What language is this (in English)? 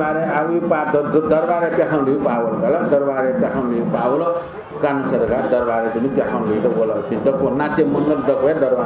Newari